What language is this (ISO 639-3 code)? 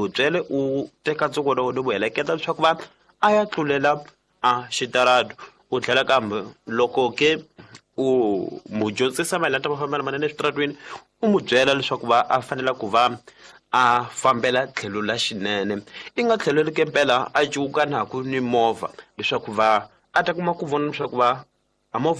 tso